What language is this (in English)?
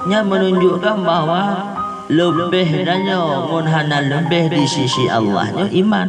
Achinese